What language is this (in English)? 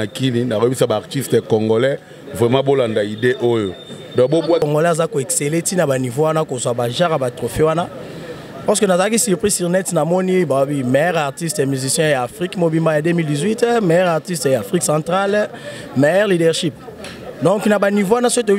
Lingala